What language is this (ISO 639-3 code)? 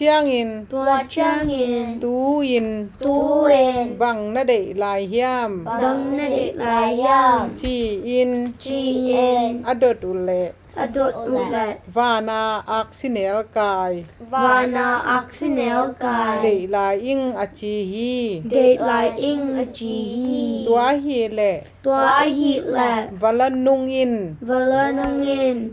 ctd